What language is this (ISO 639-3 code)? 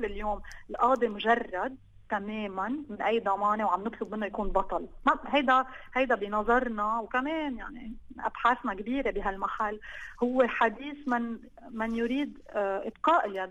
apc